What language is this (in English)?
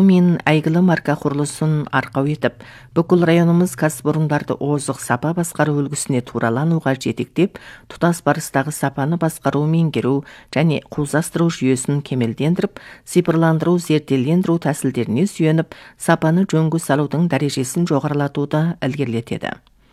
Kazakh